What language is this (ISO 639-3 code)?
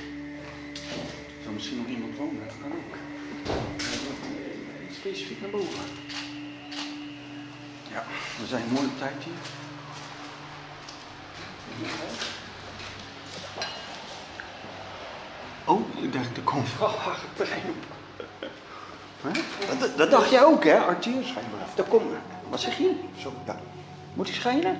nld